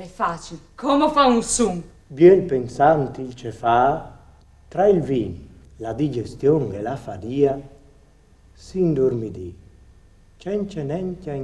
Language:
Friulian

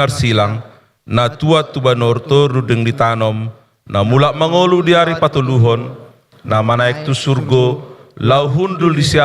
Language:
Batak Toba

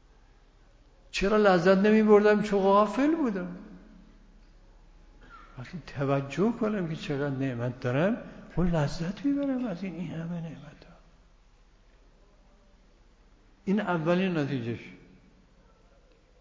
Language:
Persian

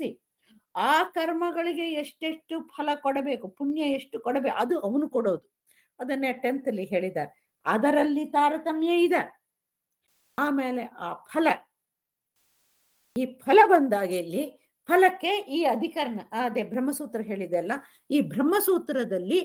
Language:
Kannada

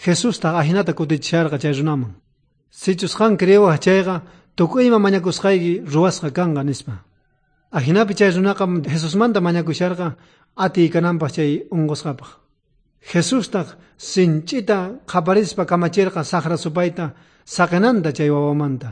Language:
South Bolivian Quechua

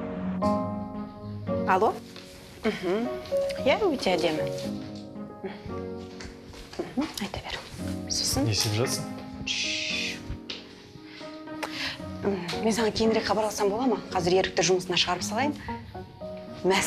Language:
Kazakh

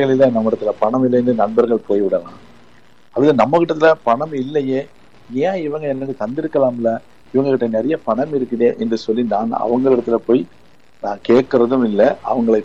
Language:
Tamil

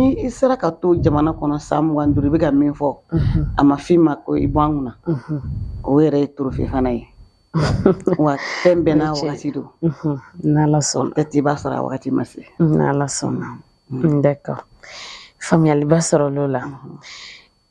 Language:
Bambara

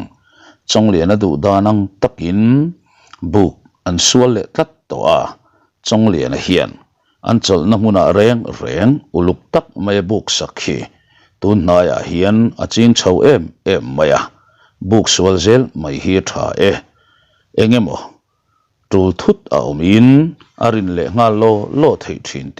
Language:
Mizo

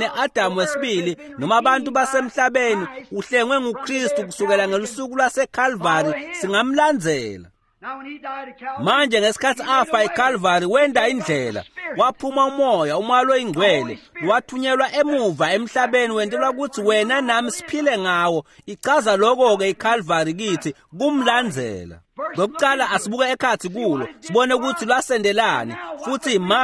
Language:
Swati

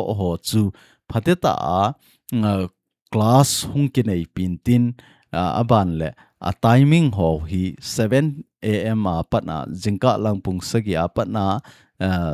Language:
Thado Chin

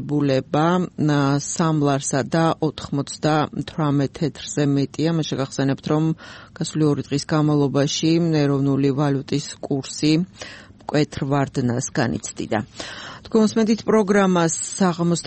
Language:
Georgian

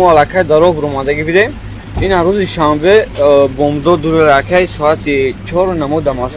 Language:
Tajik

